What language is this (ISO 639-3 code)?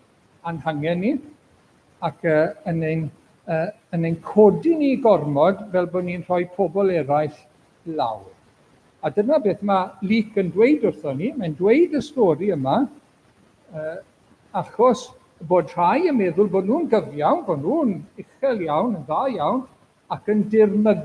cym